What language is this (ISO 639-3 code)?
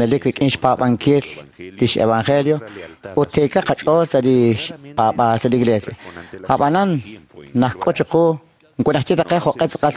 kek